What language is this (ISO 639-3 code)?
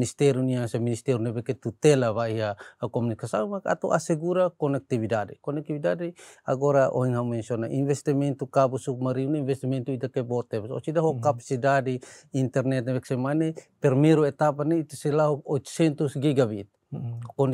tet